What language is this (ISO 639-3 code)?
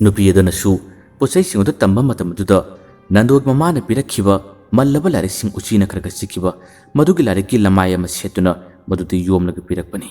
mni